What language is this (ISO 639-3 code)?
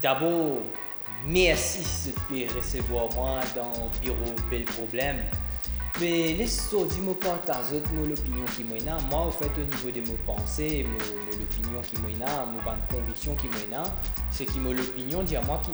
mfe